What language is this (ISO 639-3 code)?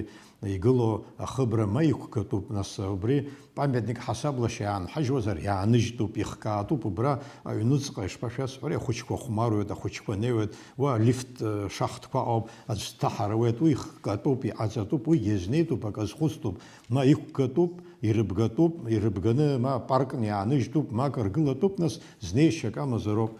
abk